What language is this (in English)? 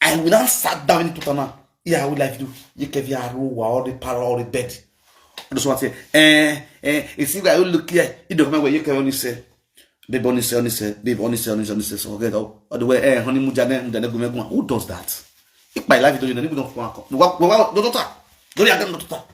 Nigerian Pidgin